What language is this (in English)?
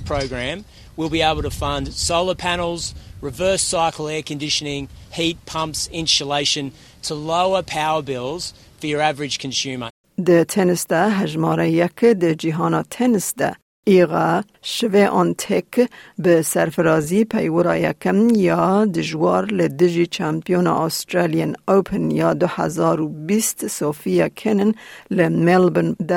Kurdish